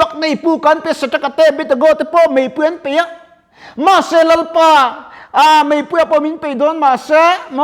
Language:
Mizo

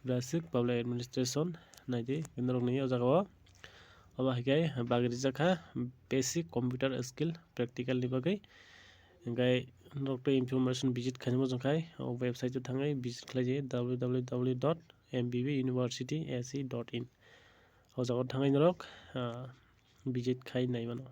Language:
Kok Borok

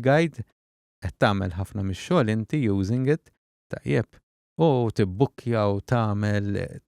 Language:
Maltese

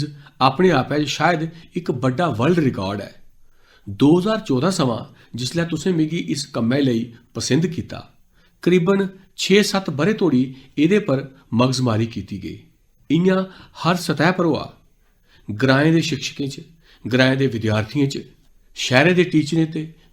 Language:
Dogri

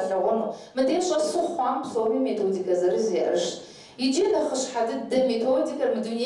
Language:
Kabardian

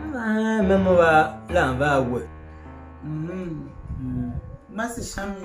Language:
Tiv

